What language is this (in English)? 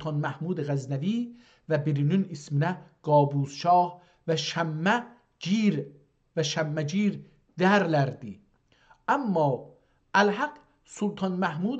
South Azerbaijani